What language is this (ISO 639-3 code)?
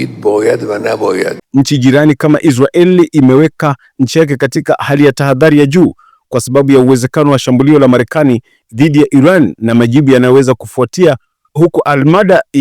swa